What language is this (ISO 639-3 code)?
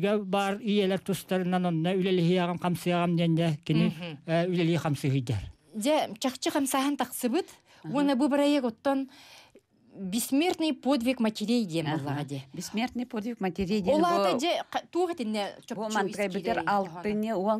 sah